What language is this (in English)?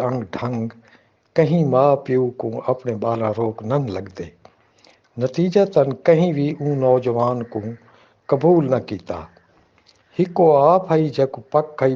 Saraiki